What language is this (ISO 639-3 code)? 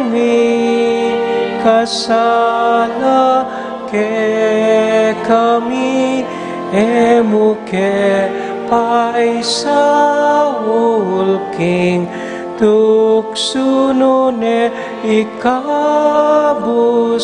pam